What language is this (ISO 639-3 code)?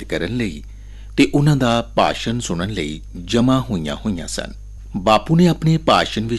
pan